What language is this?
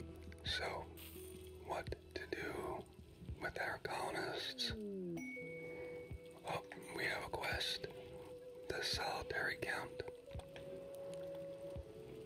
English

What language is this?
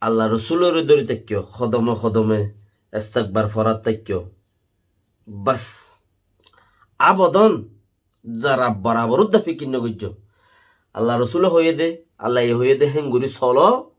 Rohingya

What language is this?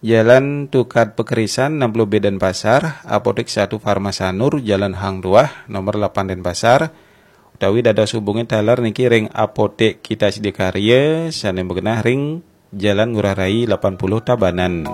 Balinese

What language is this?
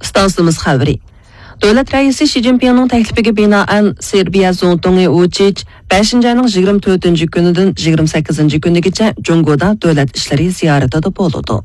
Uyghur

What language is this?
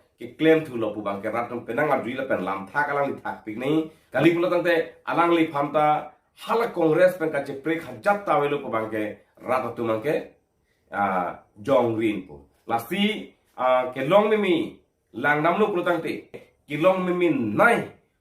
Karbi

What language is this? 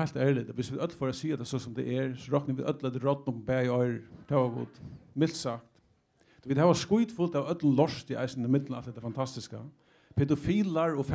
Faroese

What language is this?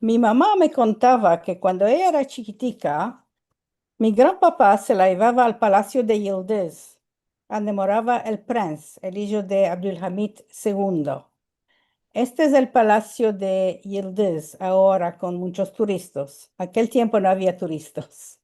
Ladino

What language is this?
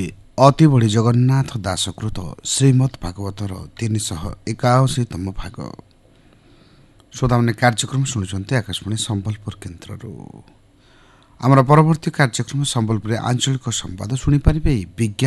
Odia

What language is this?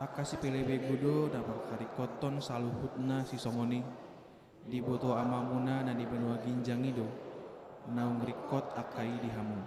Batak Toba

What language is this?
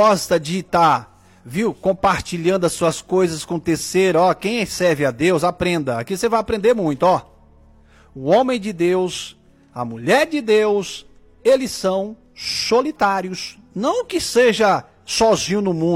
Portuguese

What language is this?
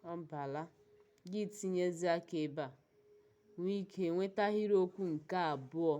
Igbo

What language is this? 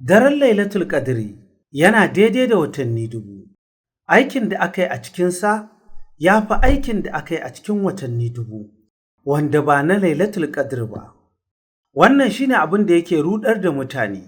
Hausa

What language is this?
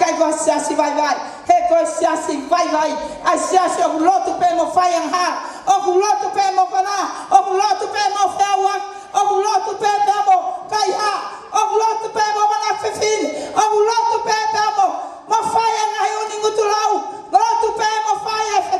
Tongan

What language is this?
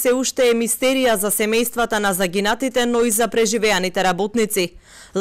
Macedonian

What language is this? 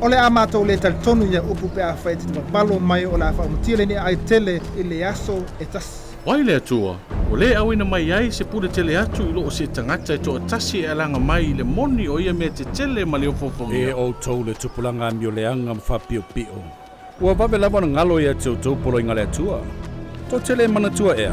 Samoan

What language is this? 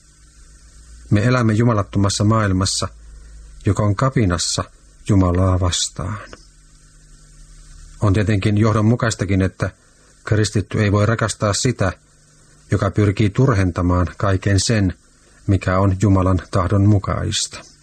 Finnish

